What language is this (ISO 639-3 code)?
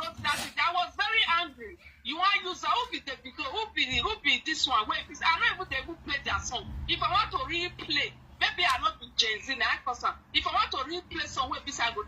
pcm